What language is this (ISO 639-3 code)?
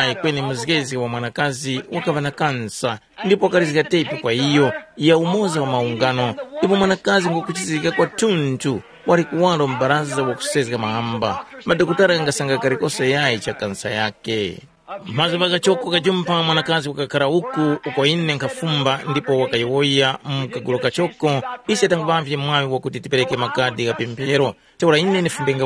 tum